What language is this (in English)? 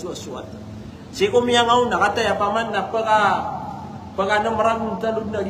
Maranao